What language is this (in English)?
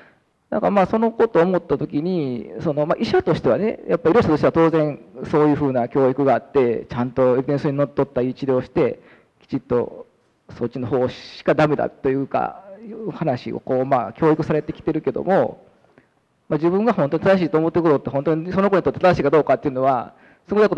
Japanese